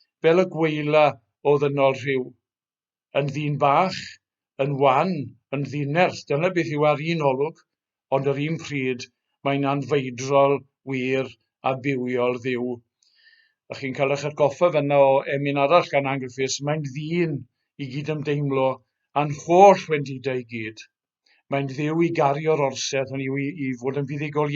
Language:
Welsh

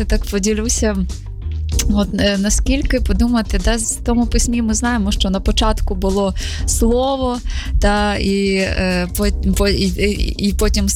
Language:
Ukrainian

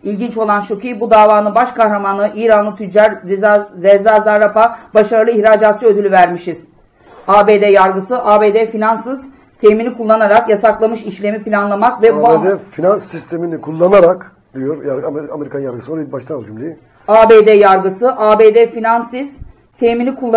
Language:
Turkish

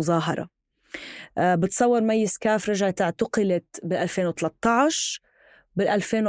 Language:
North Levantine Arabic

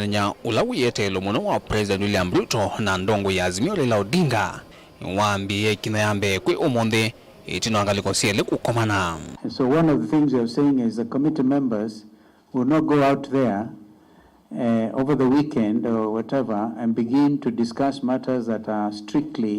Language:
Kamba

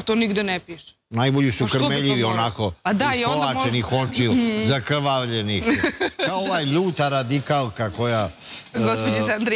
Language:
Serbian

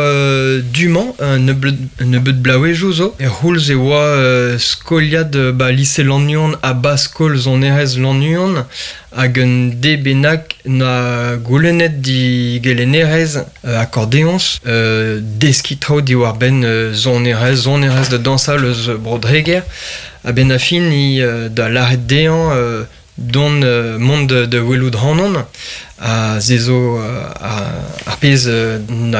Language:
Breton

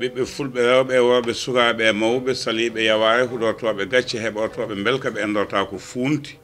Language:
Fula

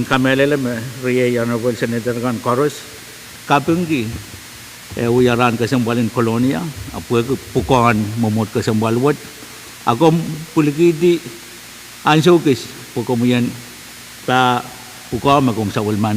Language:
Pohnpeian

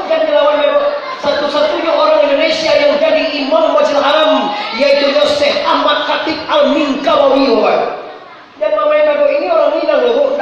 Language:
Minangkabau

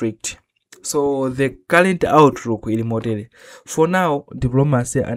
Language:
Nyanja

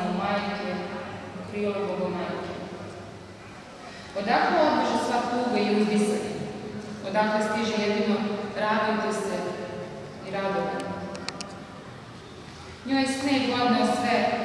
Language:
Serbian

